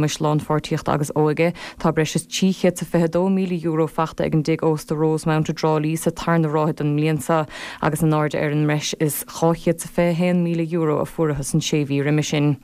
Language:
Irish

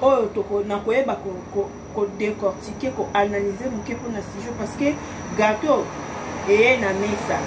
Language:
Lingala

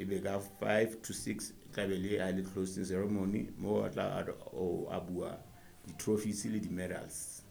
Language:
Southern Sotho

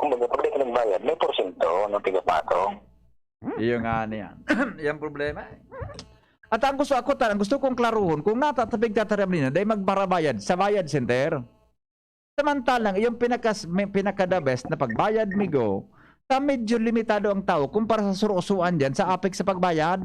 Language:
Bikol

